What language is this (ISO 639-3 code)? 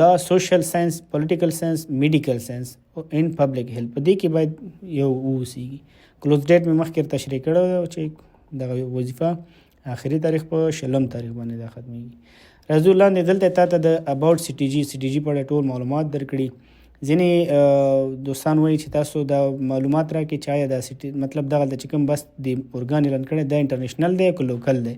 pus